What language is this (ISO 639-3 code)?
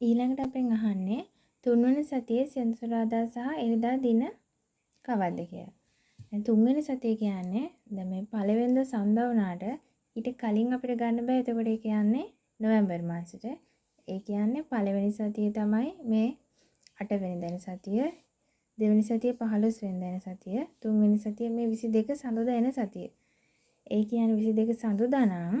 sin